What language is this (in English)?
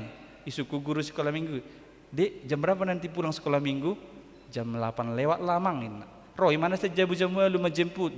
Batak Toba